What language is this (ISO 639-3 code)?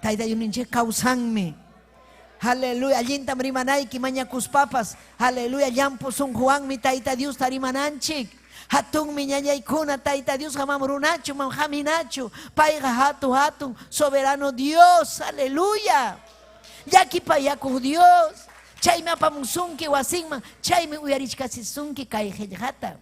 quy